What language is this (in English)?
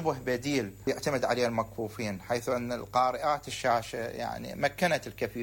Mesopotamian Arabic